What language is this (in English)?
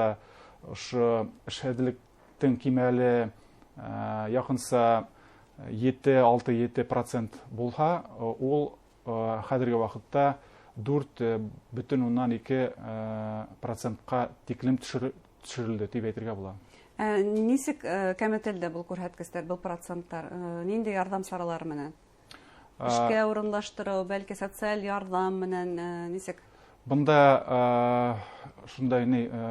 Bashkir